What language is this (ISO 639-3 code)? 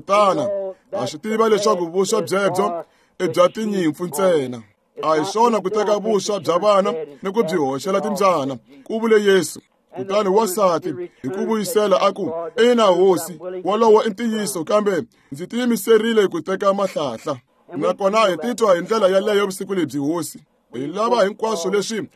tso